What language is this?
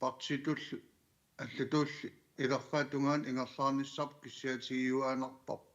Kalaallisut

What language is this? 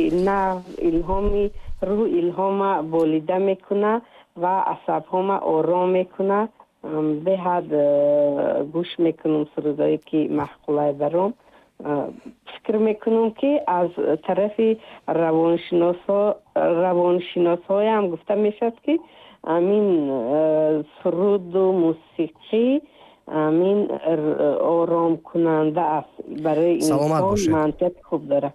Tajik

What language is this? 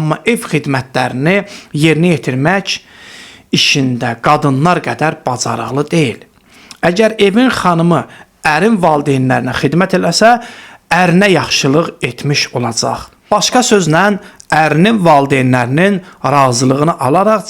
Azerbaijani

